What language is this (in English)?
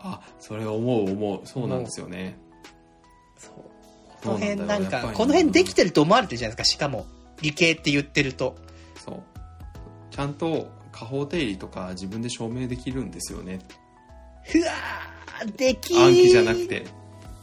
Japanese